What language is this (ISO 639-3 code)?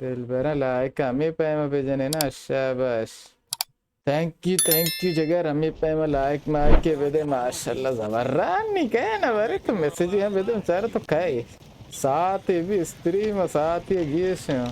bal